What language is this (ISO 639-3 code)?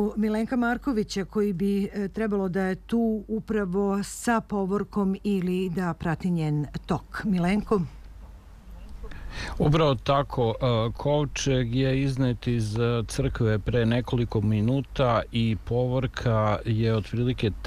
srp